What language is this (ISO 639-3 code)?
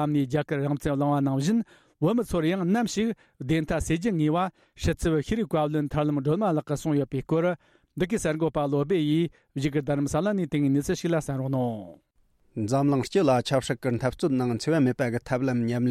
bod